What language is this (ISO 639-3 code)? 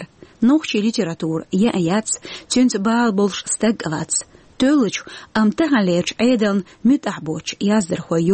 che